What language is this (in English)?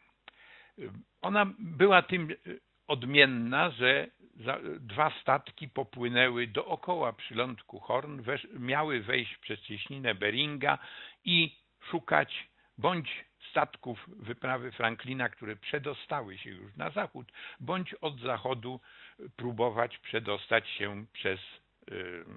Polish